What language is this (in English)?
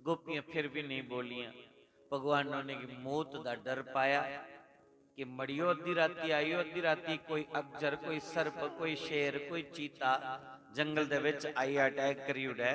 Dogri